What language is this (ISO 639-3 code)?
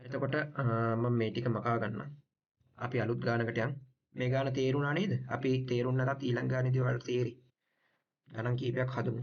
sin